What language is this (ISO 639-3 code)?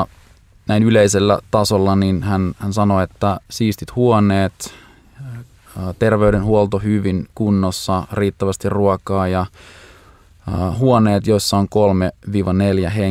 fin